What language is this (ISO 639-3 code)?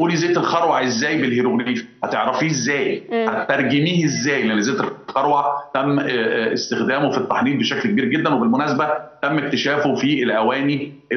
arz